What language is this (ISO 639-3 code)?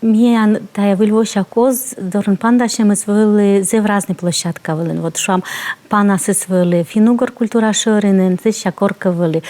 kom